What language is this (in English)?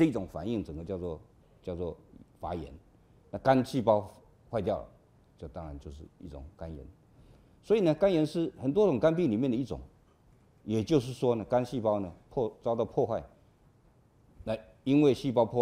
Chinese